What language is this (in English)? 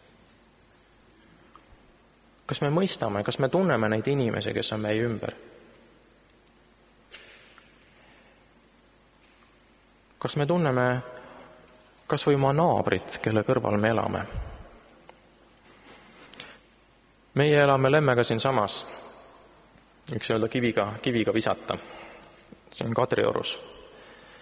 Estonian